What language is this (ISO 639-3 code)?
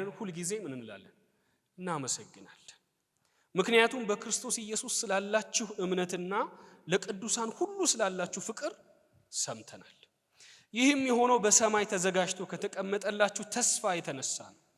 amh